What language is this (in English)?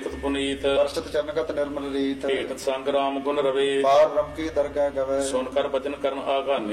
Punjabi